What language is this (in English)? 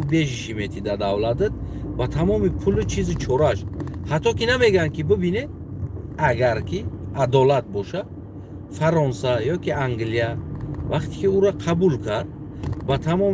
Tajik